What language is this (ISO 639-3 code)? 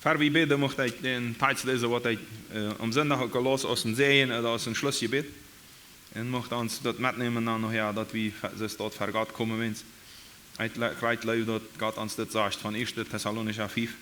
pdt